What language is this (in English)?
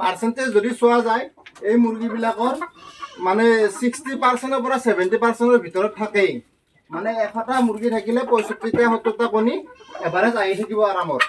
Assamese